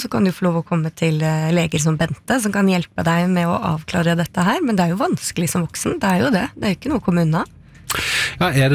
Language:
Norwegian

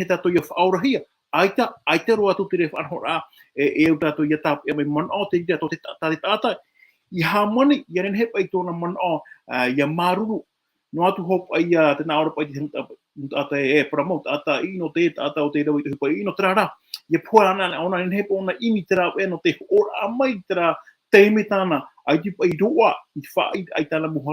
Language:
Tahitian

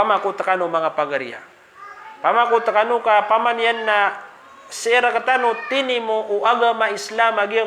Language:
Maranao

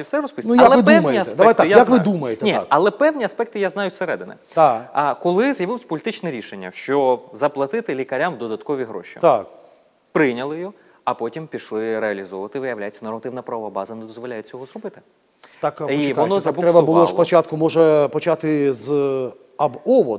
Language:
Ukrainian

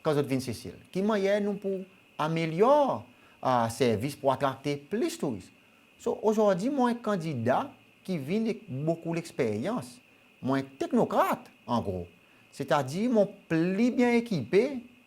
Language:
Seselwa Creole French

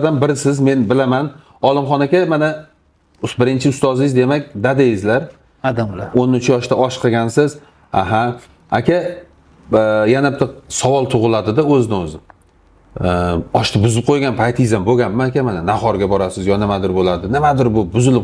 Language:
Uzbek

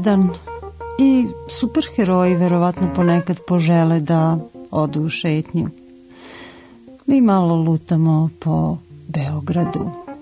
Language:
Serbian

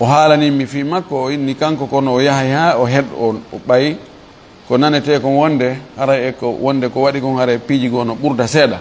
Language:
Fula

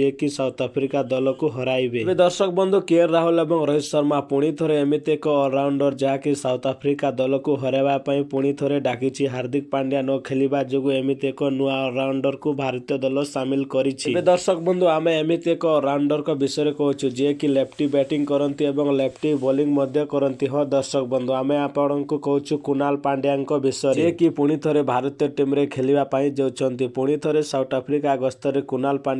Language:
Odia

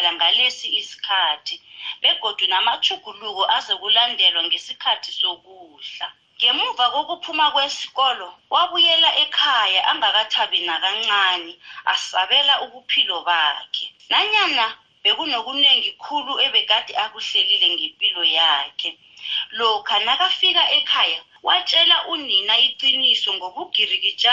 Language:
South Ndebele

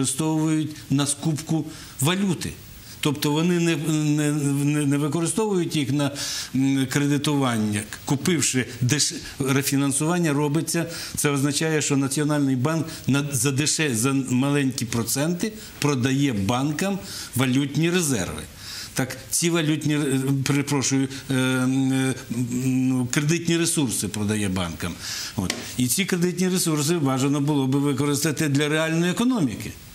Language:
Ukrainian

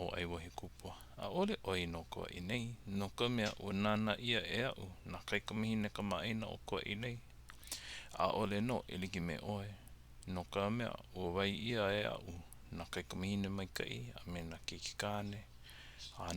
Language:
Hawaiian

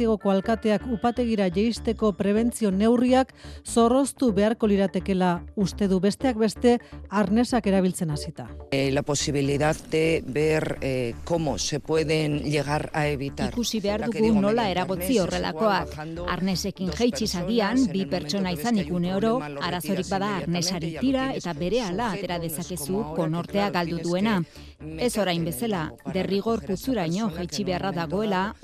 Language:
Basque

